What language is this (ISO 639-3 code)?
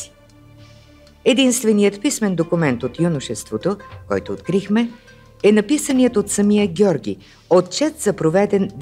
bul